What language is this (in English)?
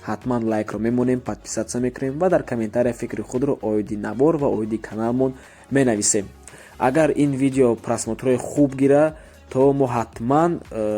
Tajik